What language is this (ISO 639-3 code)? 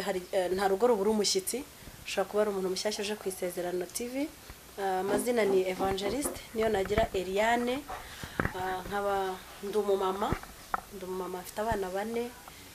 kin